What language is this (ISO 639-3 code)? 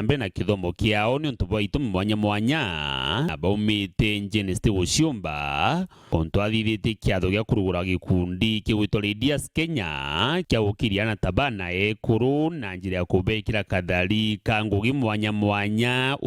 mer